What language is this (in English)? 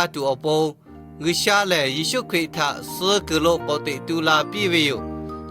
Lahu